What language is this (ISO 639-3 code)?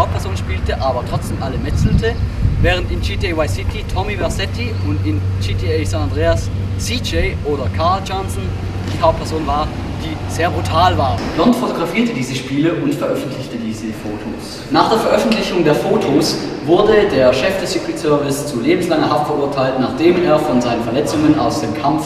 gsw